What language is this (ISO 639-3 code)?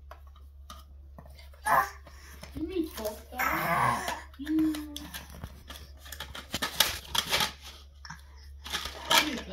hun